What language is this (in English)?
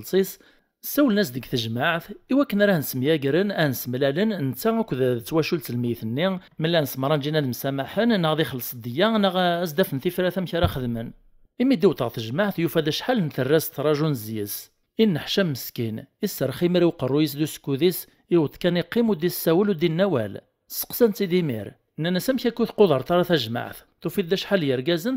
Kabyle